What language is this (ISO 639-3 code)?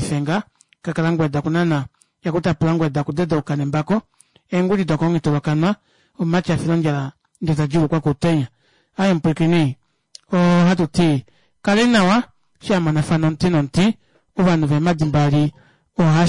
kua